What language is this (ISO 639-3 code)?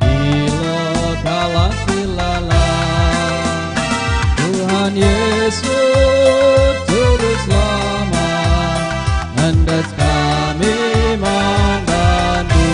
btx